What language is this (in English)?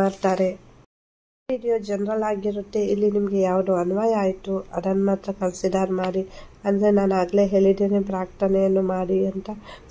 Kannada